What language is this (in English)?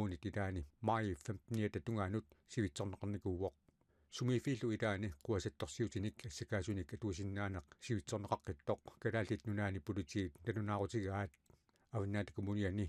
Kalaallisut